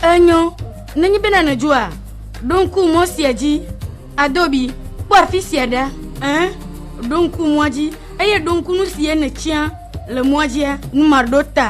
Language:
Ewe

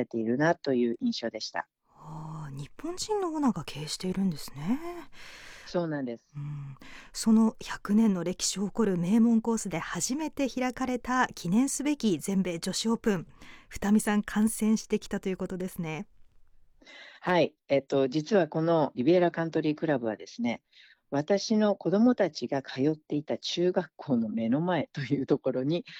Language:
Japanese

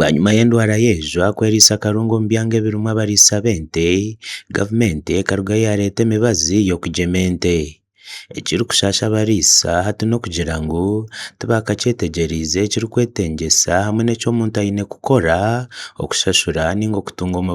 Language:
Nyankole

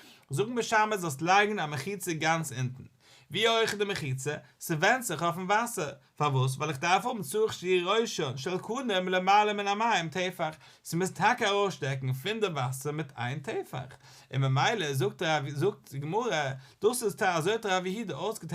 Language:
Yiddish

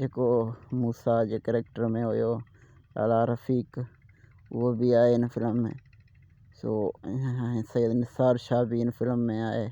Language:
Sindhi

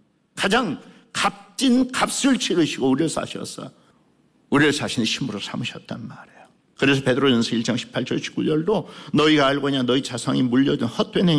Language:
Korean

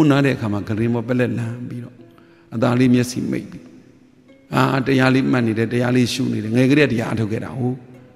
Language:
Burmese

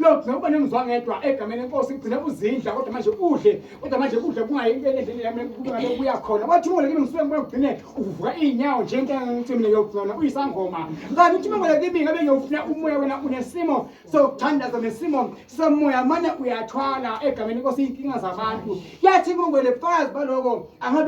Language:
Zulu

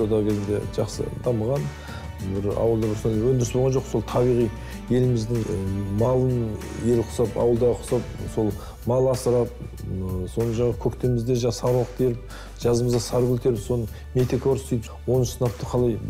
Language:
Kazakh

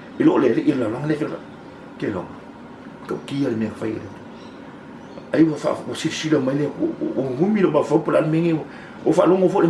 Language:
Samoan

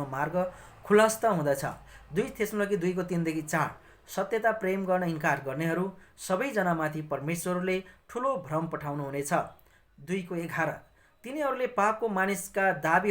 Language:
Nepali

